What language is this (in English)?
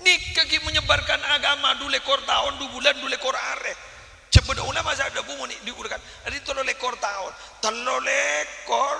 Madurese